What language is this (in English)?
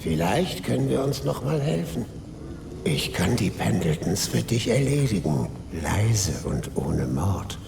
Bavarian